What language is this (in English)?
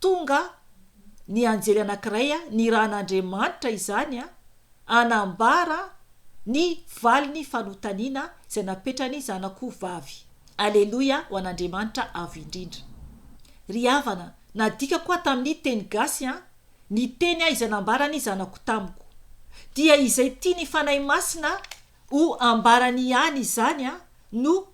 Malagasy